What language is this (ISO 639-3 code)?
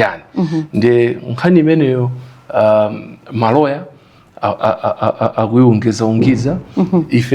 nya